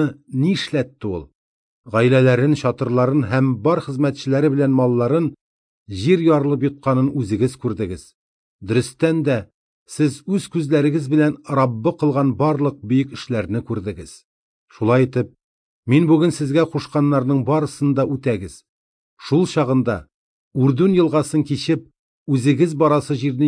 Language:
Tatar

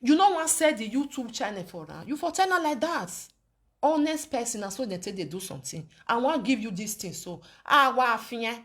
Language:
Nigerian Pidgin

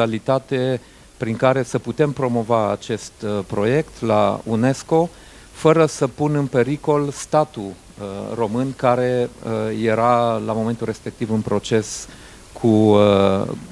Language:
Romanian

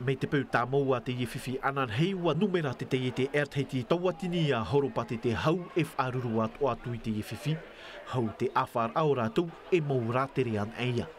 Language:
Tahitian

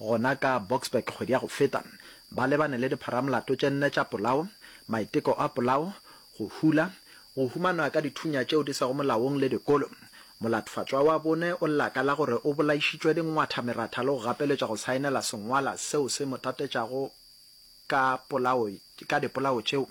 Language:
Northern Sotho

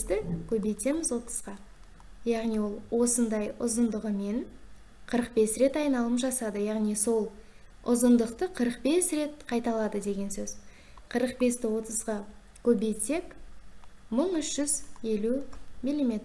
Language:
Kazakh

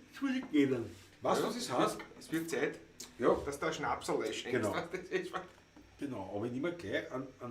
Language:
Bavarian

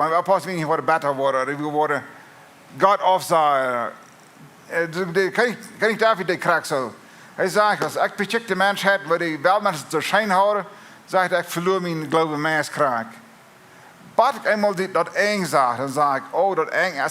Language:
Plautdietsch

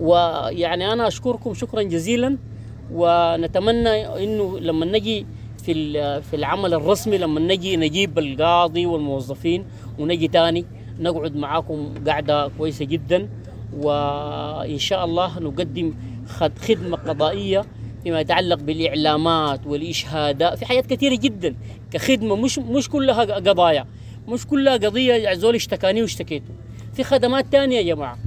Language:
Sudanese Arabic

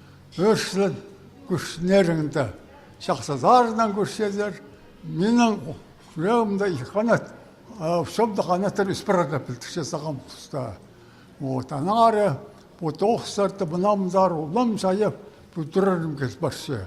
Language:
Khakas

